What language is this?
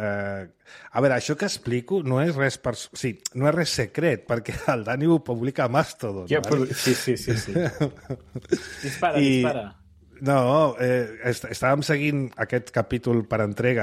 Catalan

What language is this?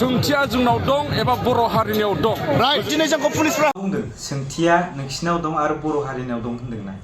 Bodo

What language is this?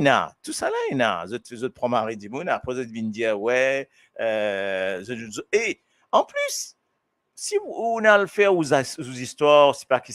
Morisyen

